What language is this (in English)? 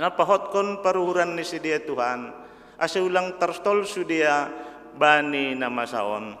Batak Simalungun